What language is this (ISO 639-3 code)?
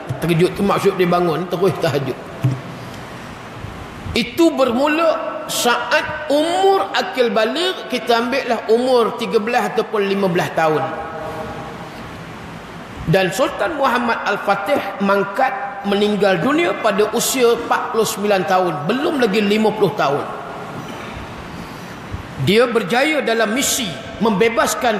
msa